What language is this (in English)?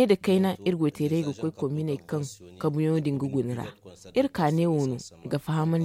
Zarma